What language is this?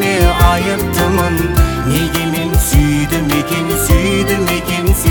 Kazakh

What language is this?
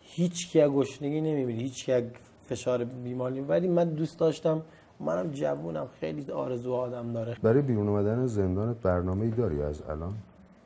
Persian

